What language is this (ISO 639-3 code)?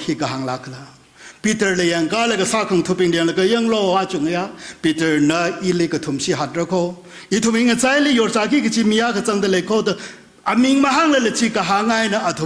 nmf